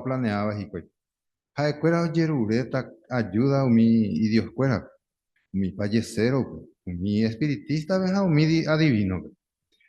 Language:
Guarani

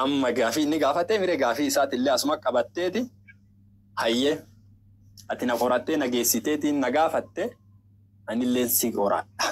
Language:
Oromo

